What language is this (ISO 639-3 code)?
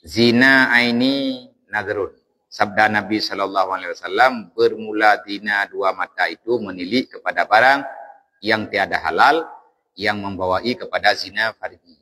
ace